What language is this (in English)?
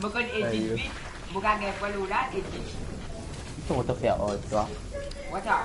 Morisyen